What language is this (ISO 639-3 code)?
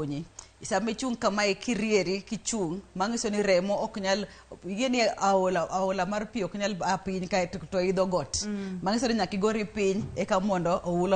luo